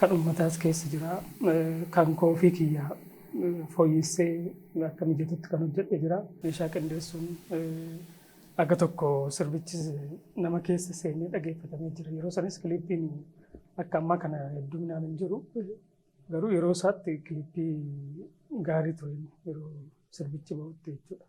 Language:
Oromo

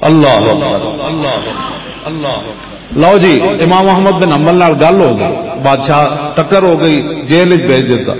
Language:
Western Panjabi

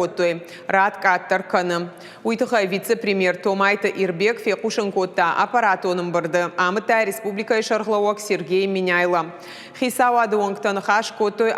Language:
Ossetic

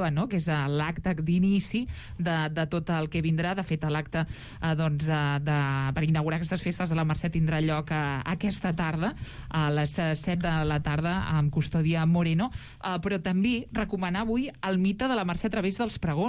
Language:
Catalan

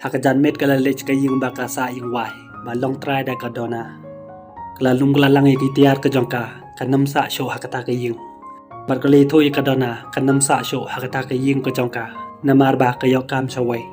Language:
Khasi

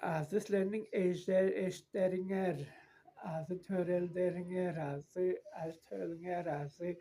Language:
Tuvinian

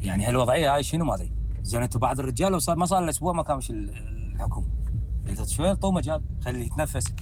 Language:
Mesopotamian Arabic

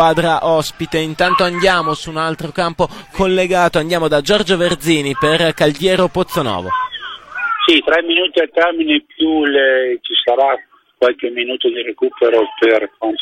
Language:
Italian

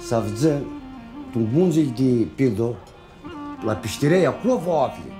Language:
Aromanian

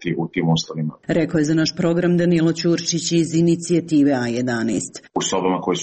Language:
Serbian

